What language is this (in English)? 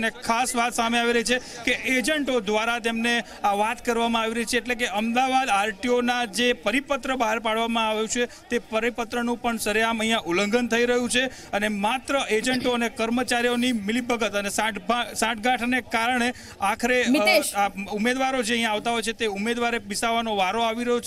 Gujarati